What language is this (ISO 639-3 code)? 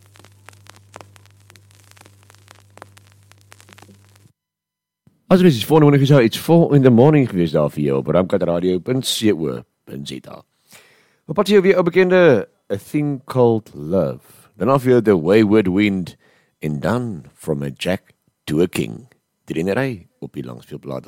afr